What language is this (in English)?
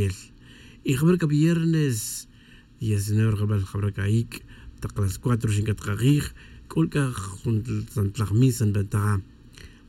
Kaqchikel